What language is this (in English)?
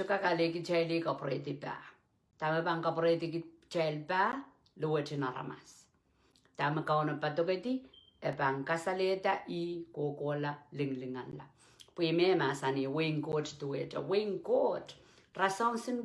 Pohnpeian